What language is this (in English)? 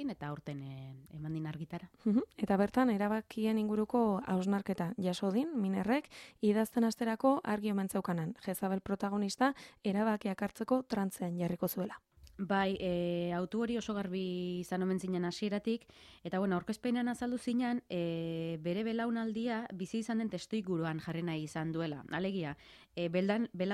Basque